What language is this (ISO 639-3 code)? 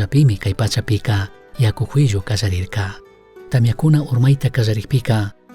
qug